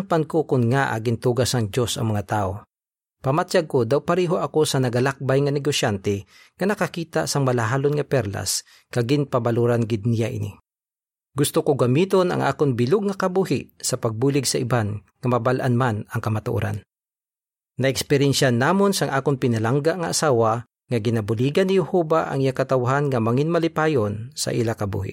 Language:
Hiligaynon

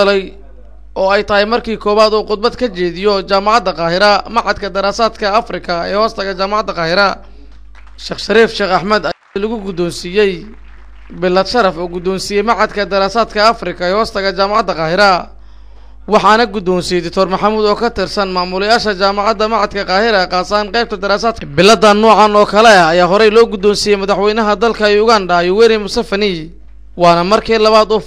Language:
Somali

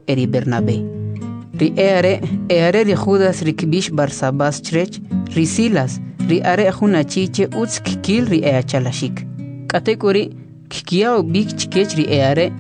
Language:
Kʼicheʼ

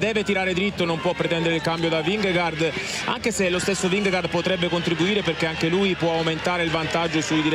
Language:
Italian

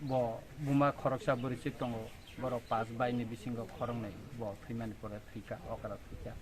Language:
Kok Borok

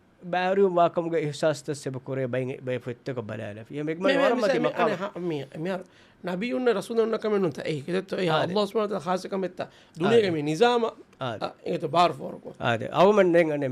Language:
Divehi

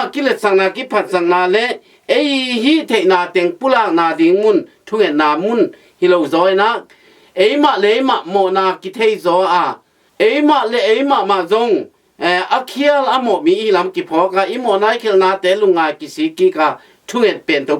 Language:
Tedim Chin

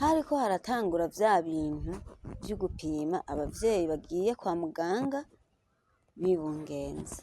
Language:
Rundi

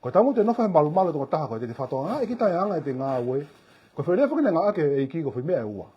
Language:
Tongan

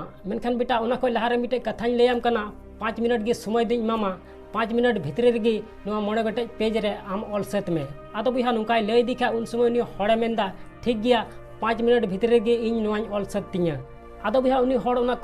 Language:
Santali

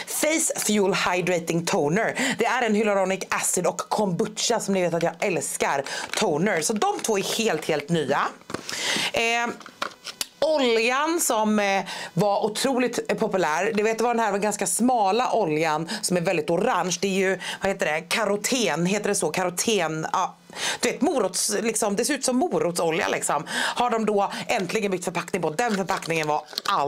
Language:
Swedish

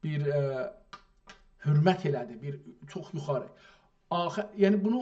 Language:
South Azerbaijani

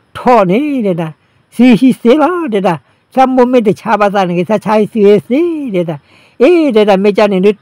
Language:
S'gaw Karen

